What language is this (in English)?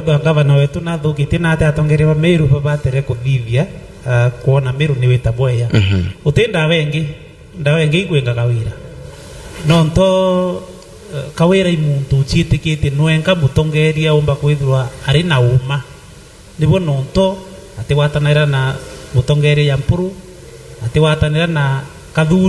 Meru